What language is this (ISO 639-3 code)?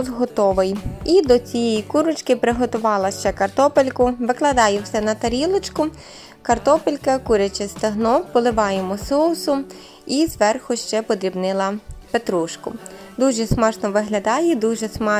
ukr